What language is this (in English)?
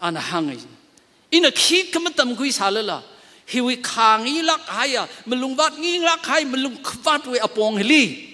Tangkhul Naga (India)